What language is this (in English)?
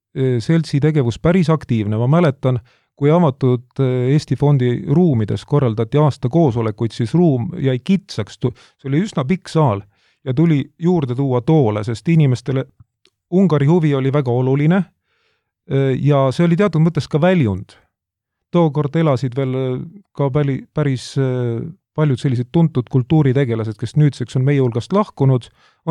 Estonian